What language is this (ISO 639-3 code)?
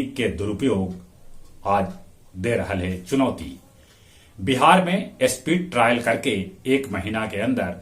mag